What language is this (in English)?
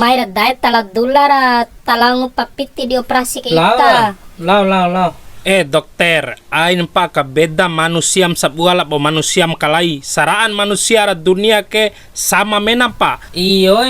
Bima